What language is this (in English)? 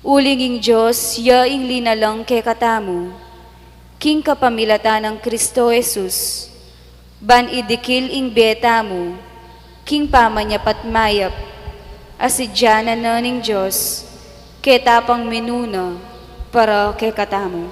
Pampanga